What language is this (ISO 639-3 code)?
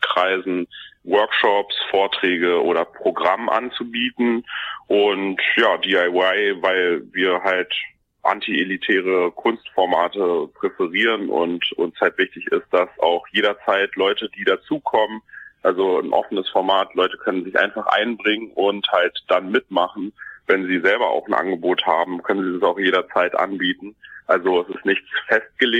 deu